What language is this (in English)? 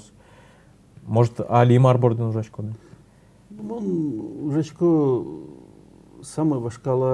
Udmurt